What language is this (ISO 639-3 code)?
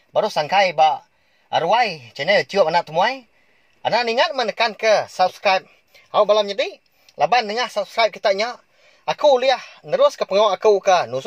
iba